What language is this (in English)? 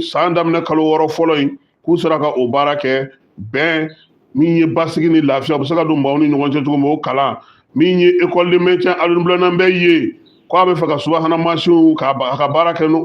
Bambara